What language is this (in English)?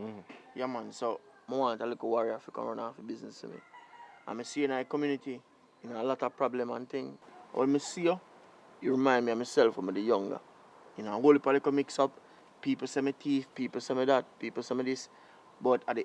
Jamaican Creole English